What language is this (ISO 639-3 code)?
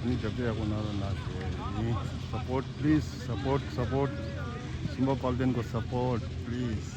bod